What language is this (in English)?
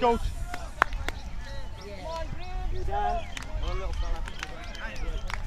English